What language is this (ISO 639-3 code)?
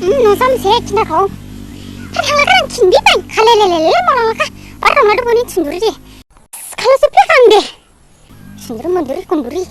dis